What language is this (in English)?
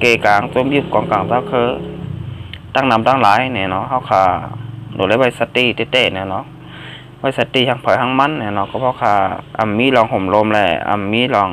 Shan